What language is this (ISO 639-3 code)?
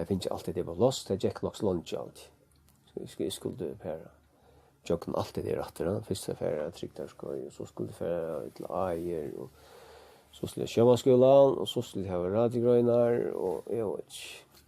fao